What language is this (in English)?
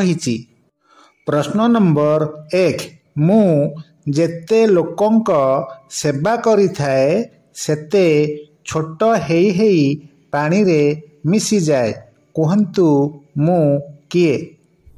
Odia